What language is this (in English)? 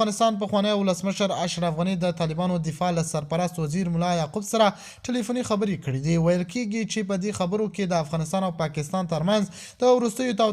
Pashto